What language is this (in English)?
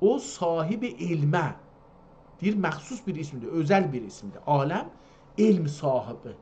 South Azerbaijani